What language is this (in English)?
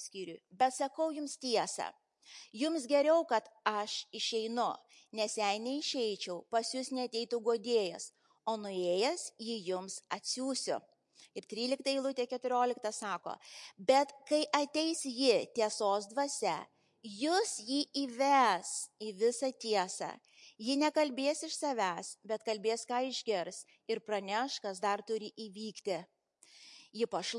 Lithuanian